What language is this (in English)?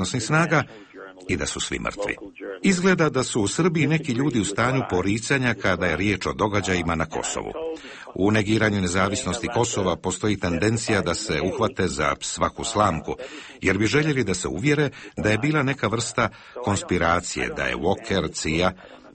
Bosnian